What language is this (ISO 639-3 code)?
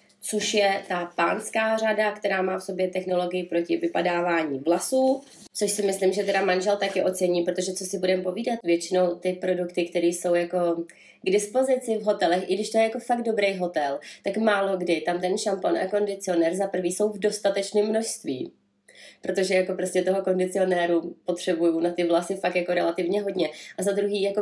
ces